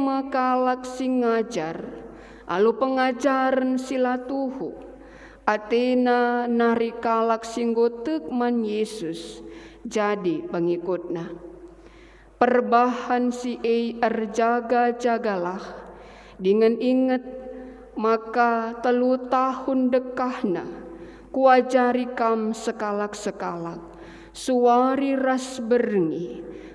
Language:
Batak Karo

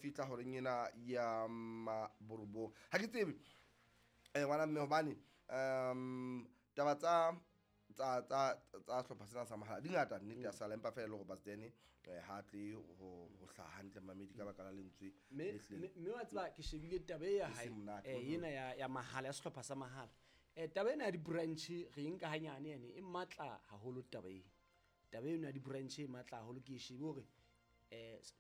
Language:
Southern Sotho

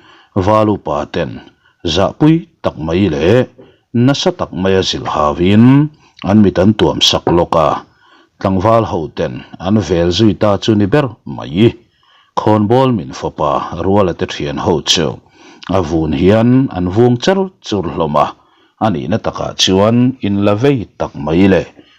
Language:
Mizo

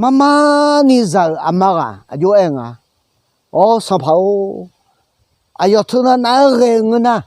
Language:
Akha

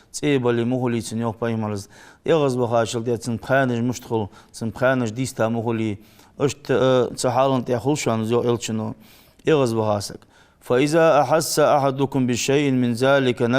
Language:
Ingush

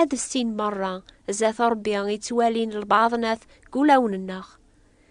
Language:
Kabyle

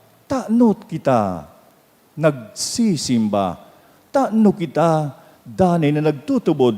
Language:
Bikol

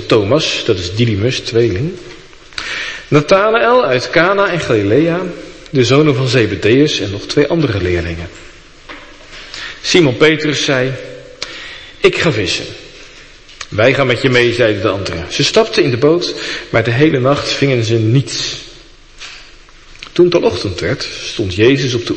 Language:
Dutch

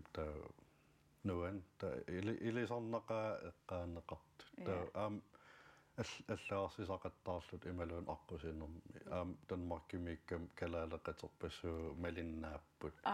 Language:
Kalaallisut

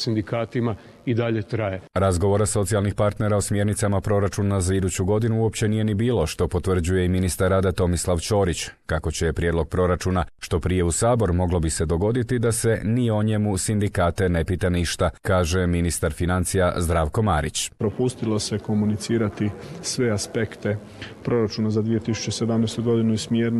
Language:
Croatian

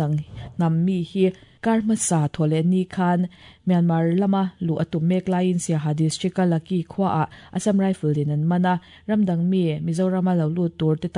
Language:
Mizo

